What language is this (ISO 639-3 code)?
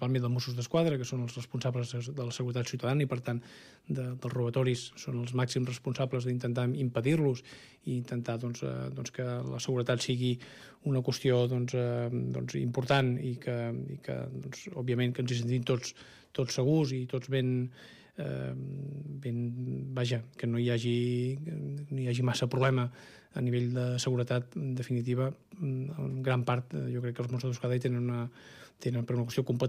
cat